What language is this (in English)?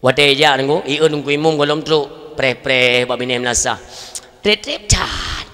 Achinese